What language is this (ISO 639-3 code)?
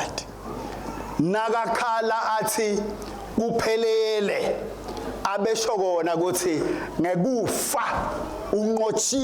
ssw